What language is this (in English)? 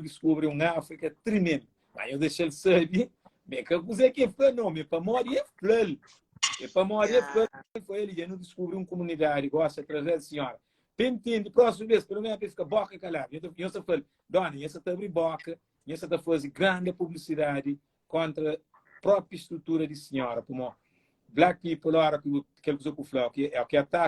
Kabuverdianu